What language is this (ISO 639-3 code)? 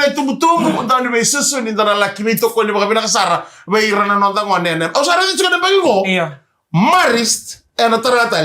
fij